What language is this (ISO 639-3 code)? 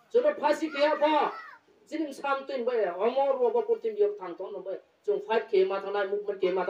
ria